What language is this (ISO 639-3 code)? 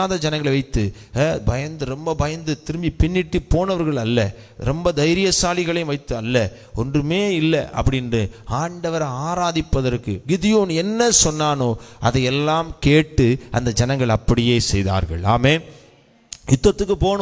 tam